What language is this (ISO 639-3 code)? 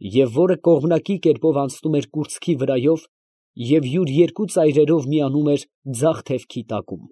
hye